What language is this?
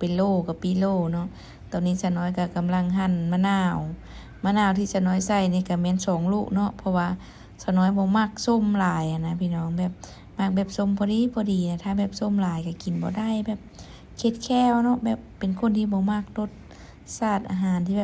Lao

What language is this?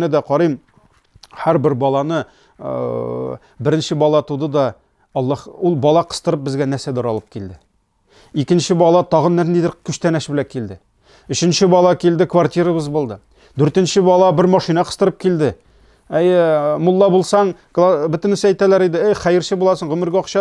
Tatar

